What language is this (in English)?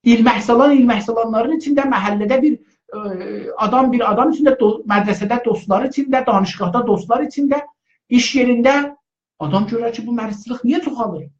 South Azerbaijani